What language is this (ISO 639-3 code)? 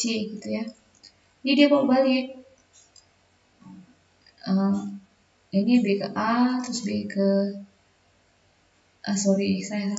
ind